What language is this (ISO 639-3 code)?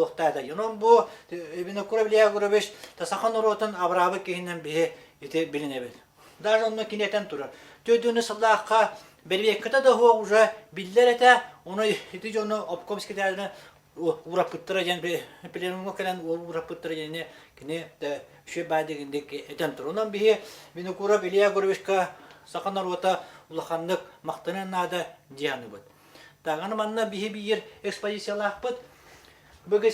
sah